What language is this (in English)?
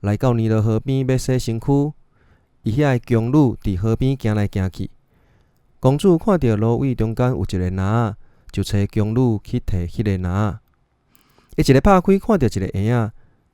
Min Nan Chinese